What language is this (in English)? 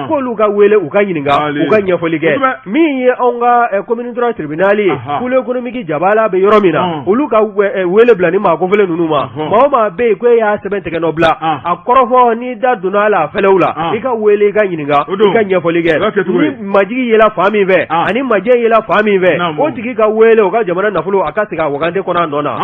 Bambara